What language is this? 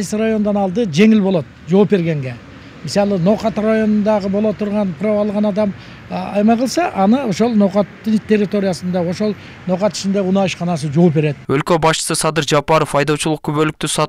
Kyrgyz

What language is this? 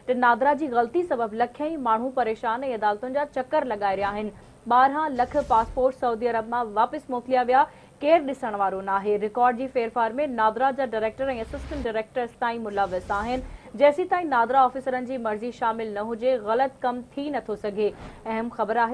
Sindhi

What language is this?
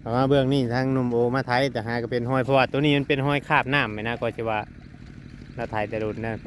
Northeastern Thai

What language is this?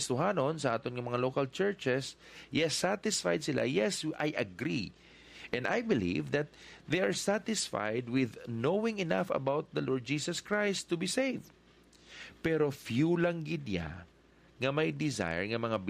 Hiligaynon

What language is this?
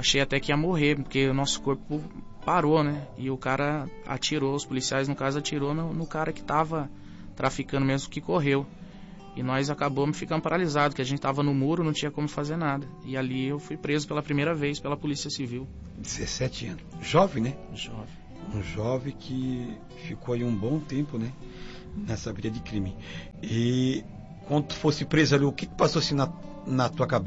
Portuguese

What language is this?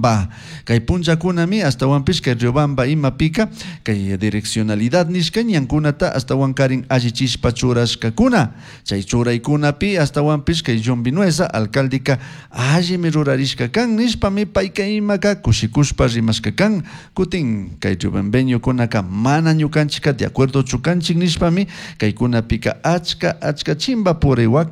Chimborazo Highland Quichua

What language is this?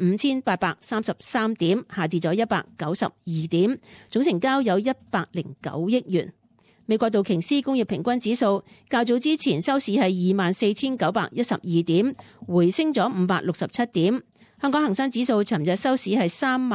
Cantonese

